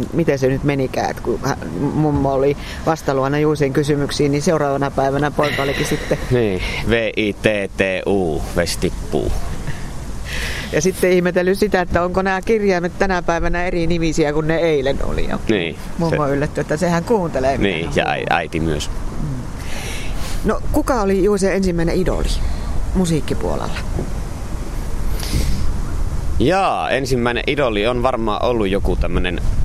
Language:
Finnish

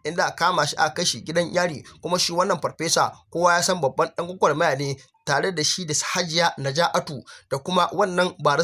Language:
Hausa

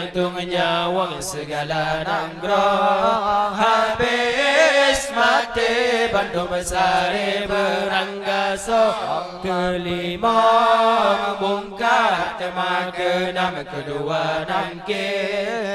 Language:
Achinese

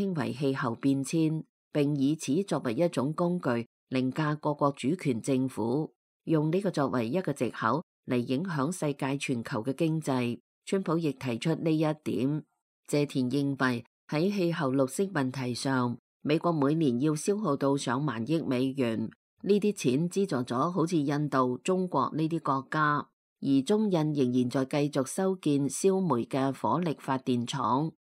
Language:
Cantonese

